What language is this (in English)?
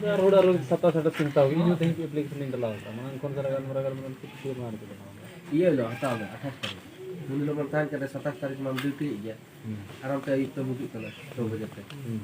Santali